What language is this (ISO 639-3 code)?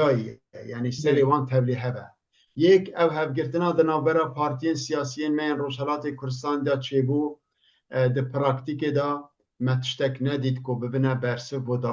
kur